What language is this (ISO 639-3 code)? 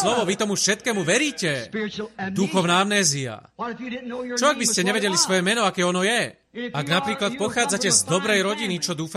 slk